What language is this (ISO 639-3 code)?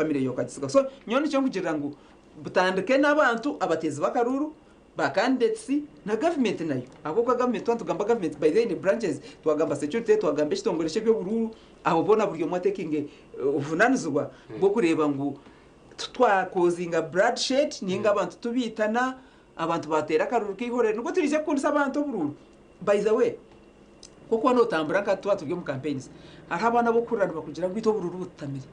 nyn